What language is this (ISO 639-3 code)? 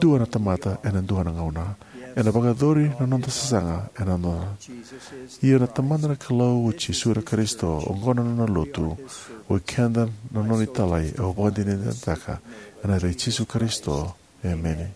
fij